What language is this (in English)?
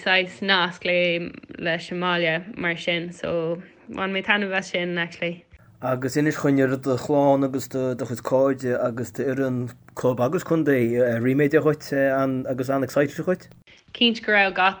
Irish